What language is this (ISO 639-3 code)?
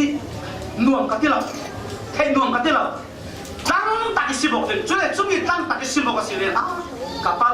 cfm